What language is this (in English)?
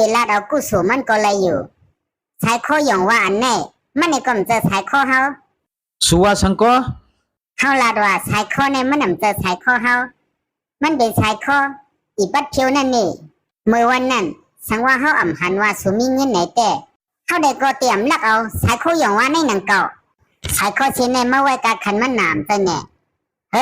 Shan